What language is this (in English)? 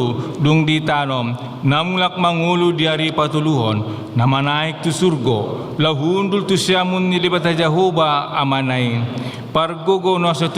Batak Toba